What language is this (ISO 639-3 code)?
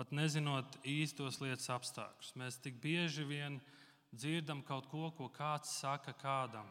lav